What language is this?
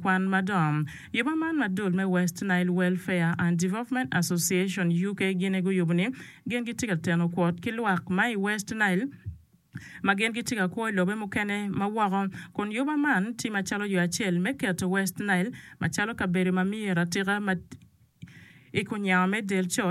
Acoli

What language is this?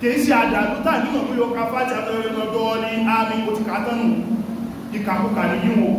Yoruba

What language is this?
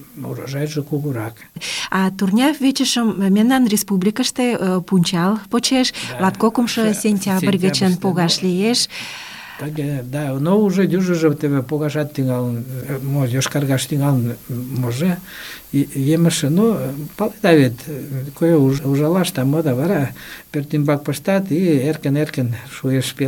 Mari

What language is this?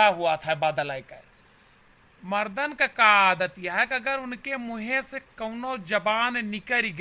Awadhi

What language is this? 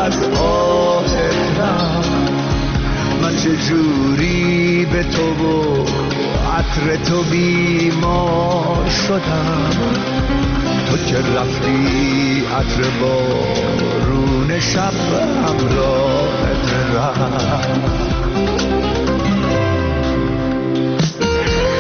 Persian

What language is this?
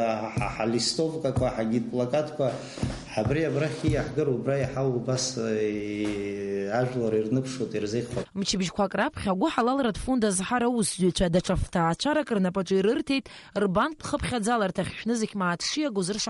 Abkhazian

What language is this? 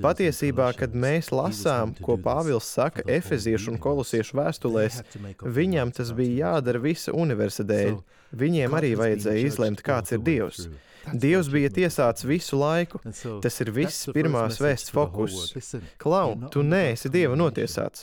Latvian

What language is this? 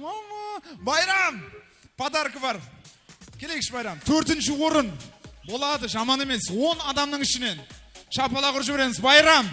Kara-Kalpak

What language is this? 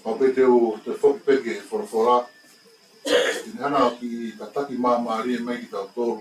Tongan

